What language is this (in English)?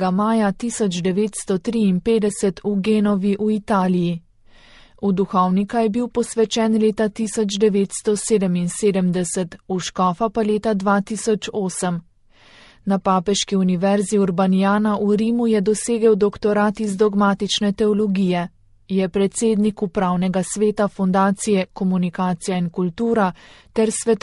Slovenian